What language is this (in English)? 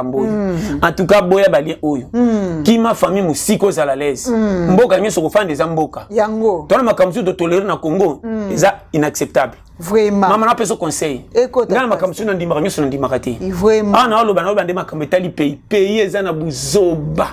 Lingala